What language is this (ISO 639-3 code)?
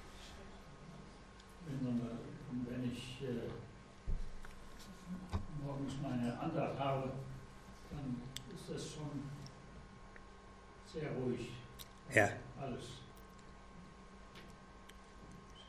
deu